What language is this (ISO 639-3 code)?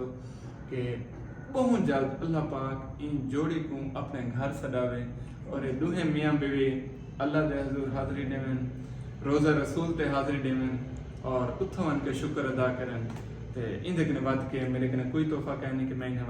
skr